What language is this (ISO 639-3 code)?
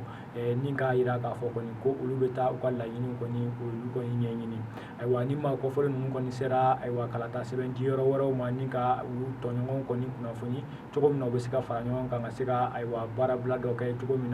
bam